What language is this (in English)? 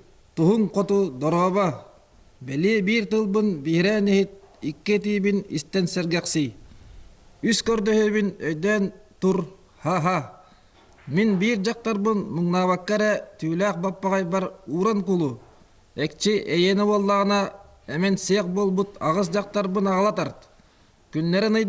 Yakut